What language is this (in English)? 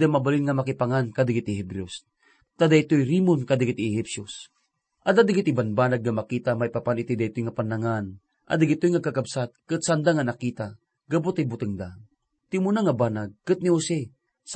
Iloko